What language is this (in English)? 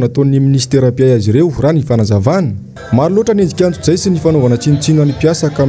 Malagasy